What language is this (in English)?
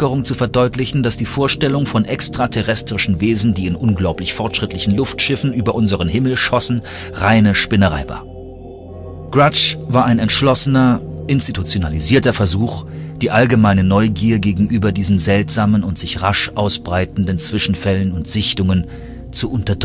German